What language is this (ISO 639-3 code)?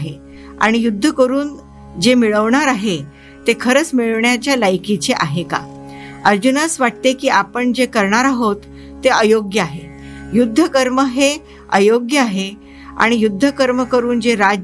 mar